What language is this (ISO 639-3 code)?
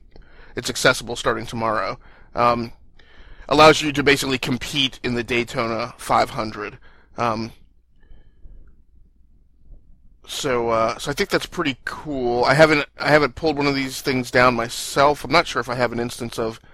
eng